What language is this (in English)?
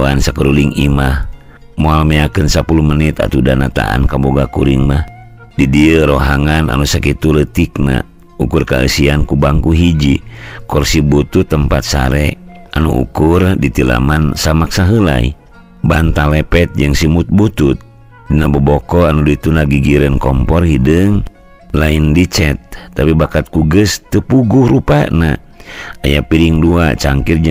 Sundanese